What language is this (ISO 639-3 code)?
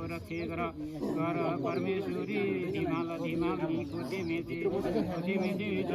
nep